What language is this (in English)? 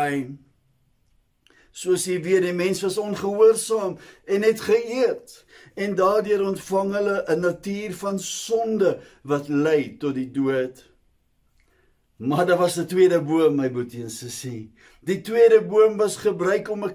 Afrikaans